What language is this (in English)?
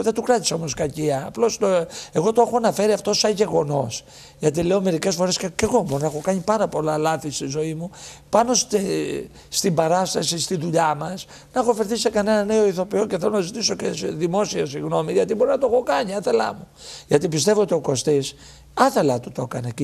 Greek